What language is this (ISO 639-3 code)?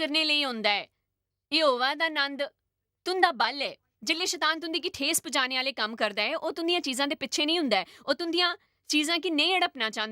doi